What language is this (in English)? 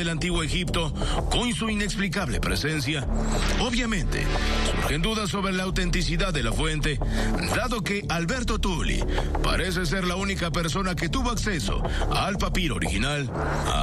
Spanish